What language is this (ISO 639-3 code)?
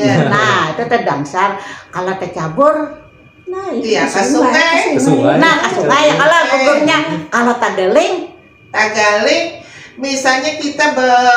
bjn